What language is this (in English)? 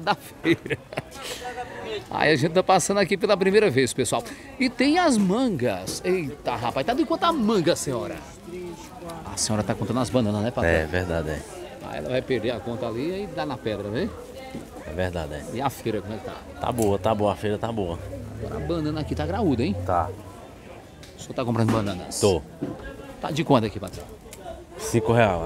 Portuguese